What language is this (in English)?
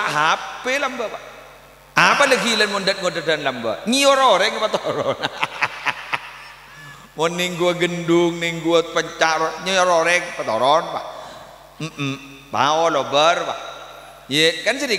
Madurese